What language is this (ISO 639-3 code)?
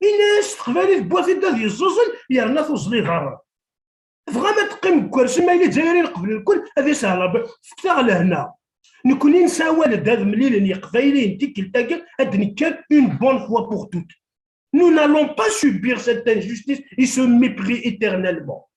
kab